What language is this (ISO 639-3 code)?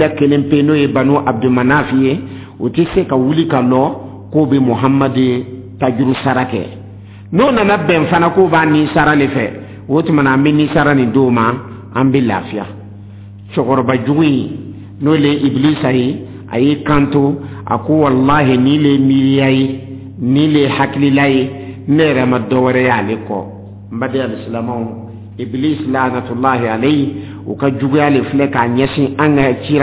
dyu